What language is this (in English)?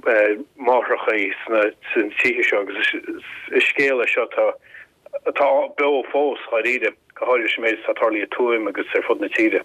Irish